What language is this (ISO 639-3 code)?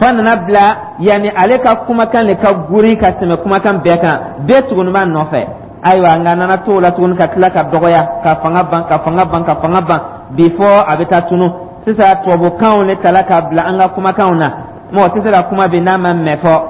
dyu